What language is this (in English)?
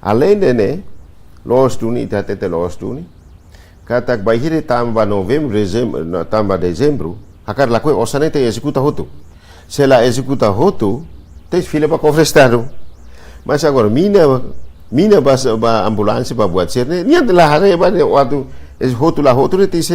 Tetum